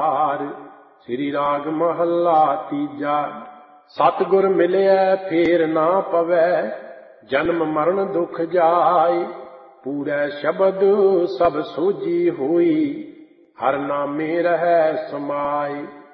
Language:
Punjabi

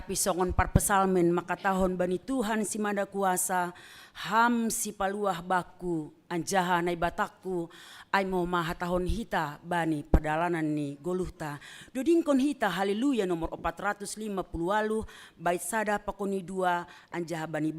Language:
Batak Simalungun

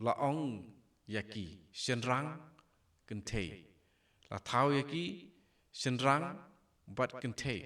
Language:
Khasi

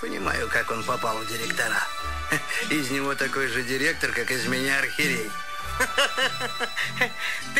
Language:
Russian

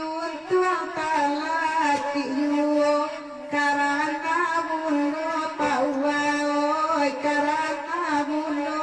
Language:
Minangkabau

